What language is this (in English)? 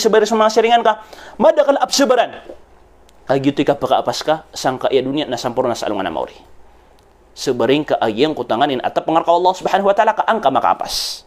Maranao